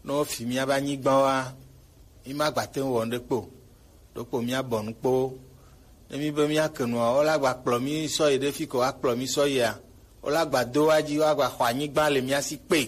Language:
Gen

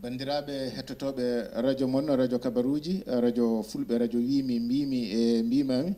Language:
Fula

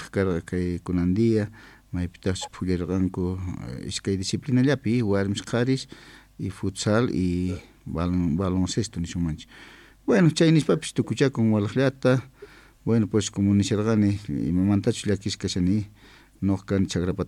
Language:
Quechua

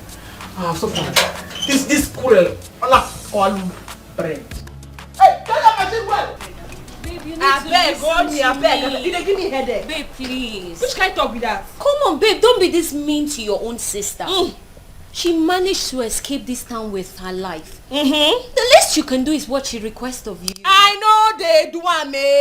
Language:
Nigerian Pidgin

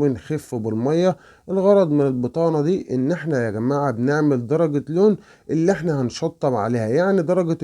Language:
Egyptian Arabic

